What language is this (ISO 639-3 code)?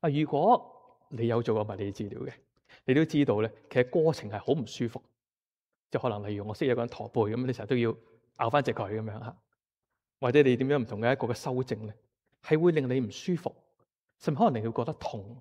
yue